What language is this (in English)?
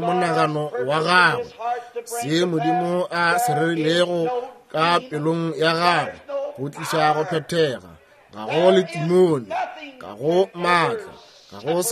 Northern Sotho